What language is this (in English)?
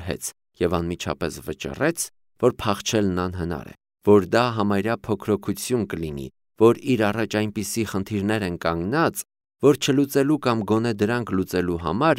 Armenian